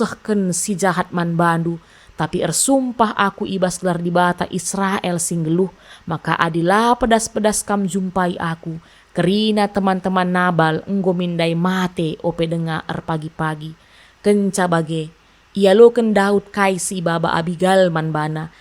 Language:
Batak Karo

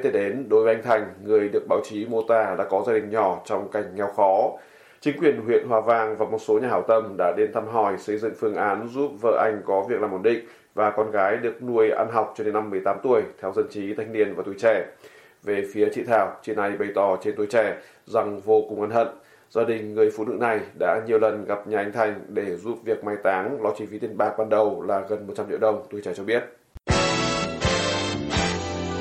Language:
Vietnamese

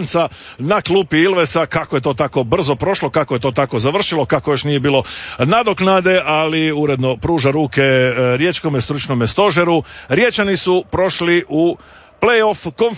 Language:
Croatian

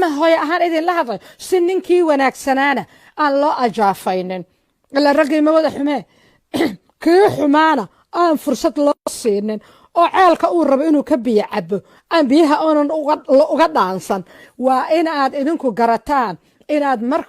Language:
Somali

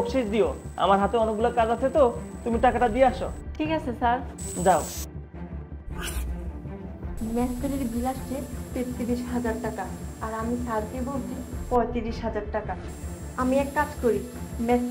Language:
Bangla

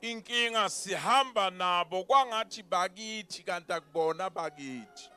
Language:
Zulu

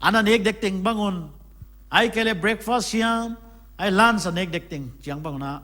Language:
Paite Chin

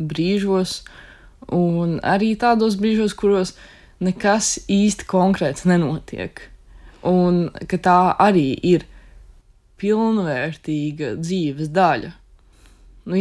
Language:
Latvian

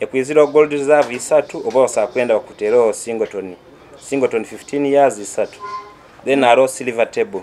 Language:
Nyoro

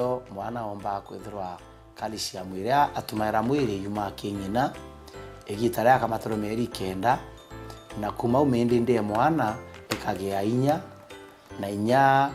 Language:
Meru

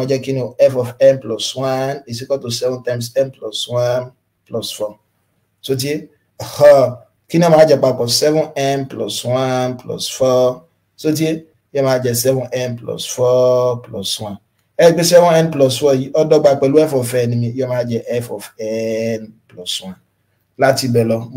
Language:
Yoruba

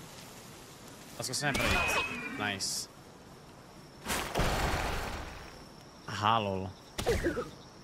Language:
Czech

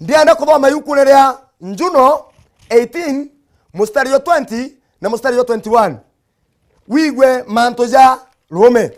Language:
Meru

